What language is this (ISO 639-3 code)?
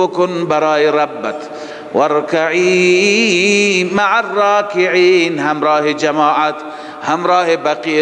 fas